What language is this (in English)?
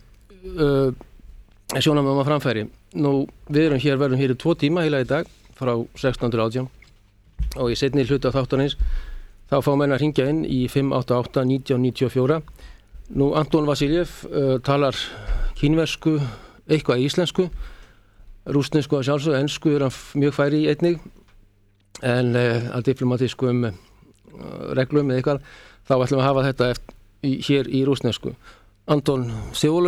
Icelandic